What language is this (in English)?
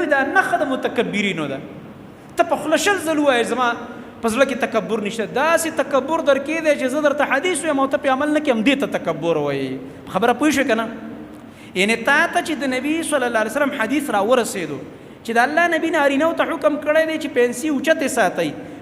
Pashto